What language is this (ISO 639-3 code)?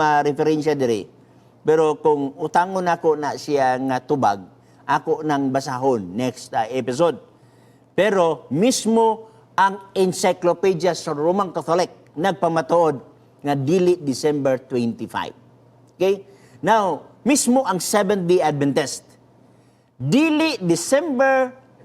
ceb